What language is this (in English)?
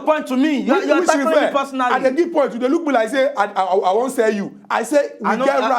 Nigerian Pidgin